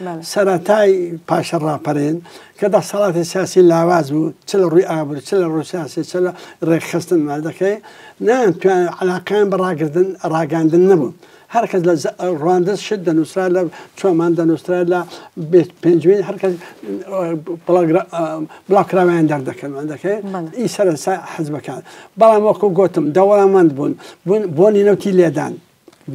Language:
Central Kurdish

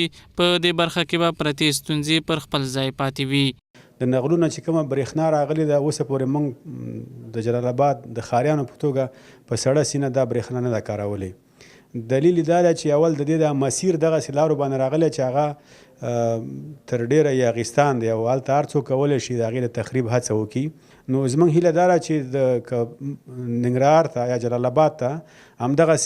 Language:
Pashto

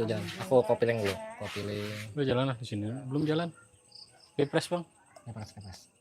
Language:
Banjar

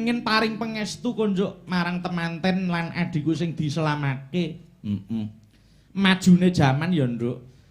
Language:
Javanese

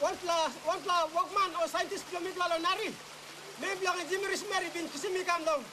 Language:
Tok Pisin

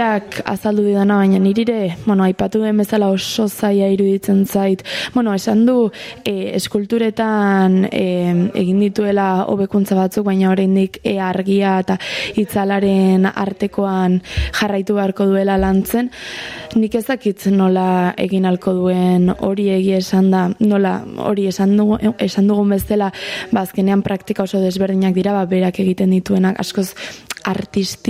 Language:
Basque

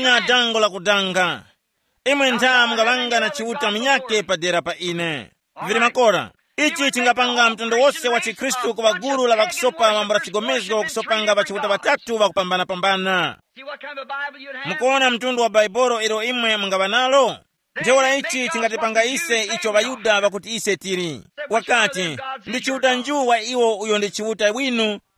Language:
Tumbuka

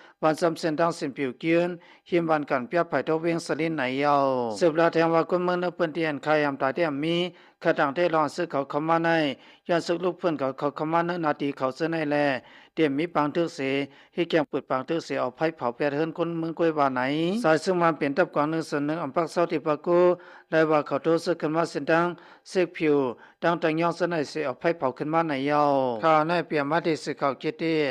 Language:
Shan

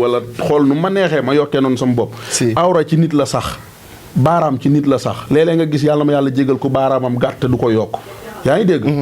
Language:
Wolof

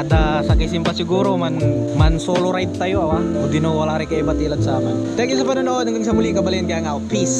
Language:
Pangasinan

